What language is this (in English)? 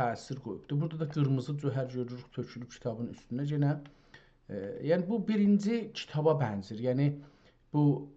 South Azerbaijani